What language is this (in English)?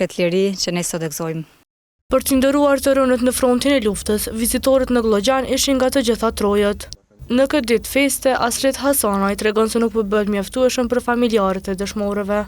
Albanian